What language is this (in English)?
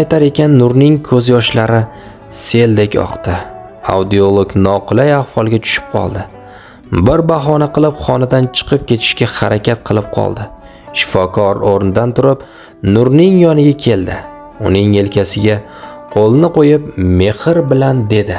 Uzbek